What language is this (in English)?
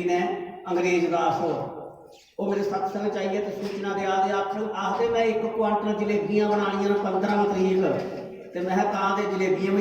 Dogri